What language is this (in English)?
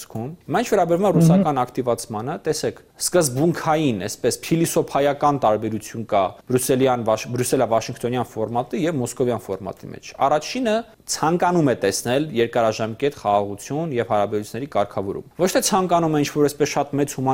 Armenian